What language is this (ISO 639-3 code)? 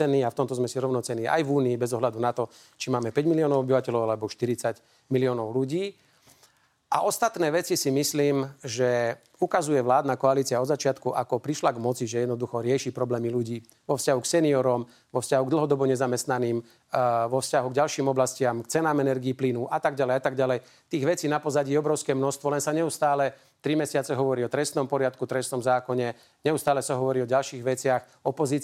slk